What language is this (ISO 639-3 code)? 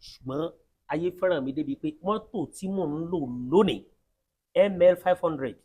yor